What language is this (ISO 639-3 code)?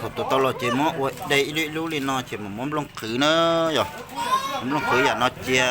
hmn